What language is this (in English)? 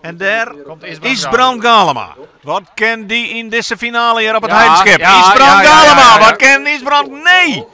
Western Frisian